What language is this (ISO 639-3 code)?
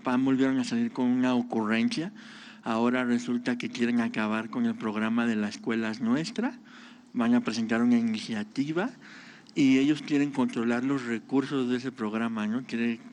spa